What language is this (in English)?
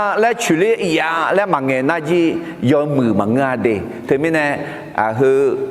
Akha